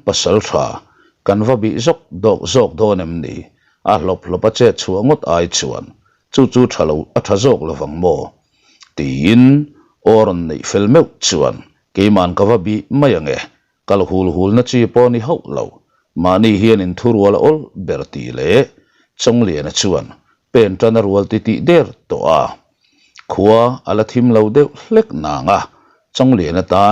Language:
Mizo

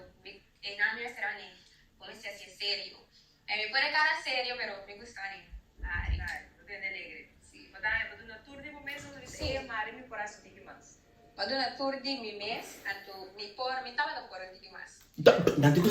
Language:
Papiamento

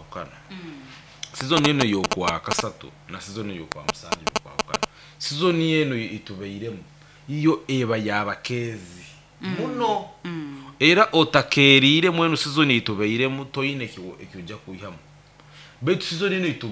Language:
Nyoro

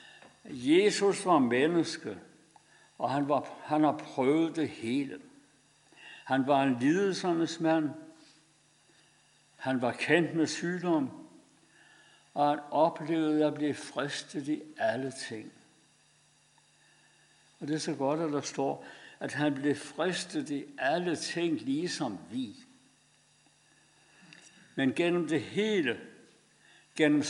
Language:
Danish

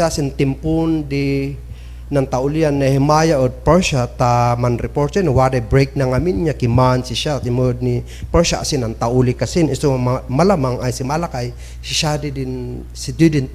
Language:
Kankanaey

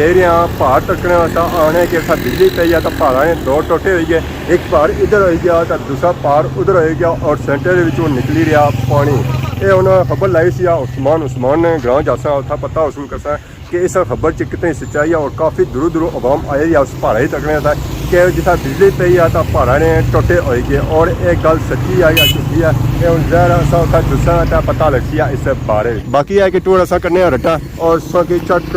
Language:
Pahari-Potwari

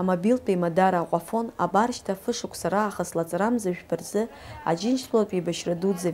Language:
Abkhazian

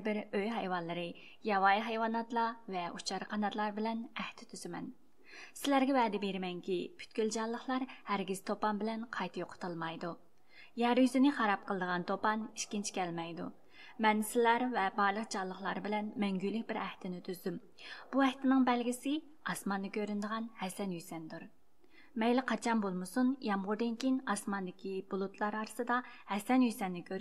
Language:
Uyghur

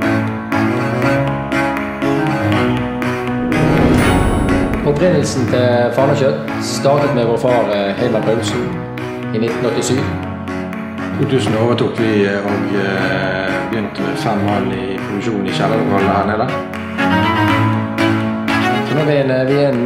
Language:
Norwegian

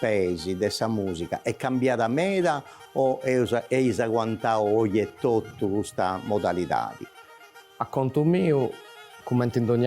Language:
Sardinian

